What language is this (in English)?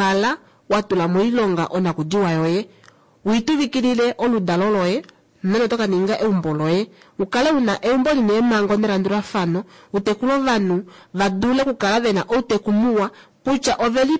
Kuanyama